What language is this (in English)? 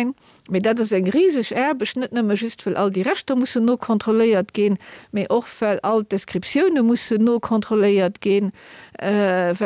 Luxembourgish